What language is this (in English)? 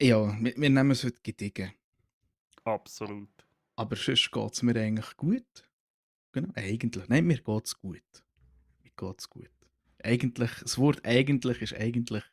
Swiss German